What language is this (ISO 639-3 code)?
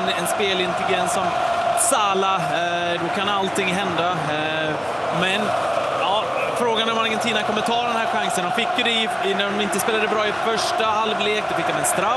swe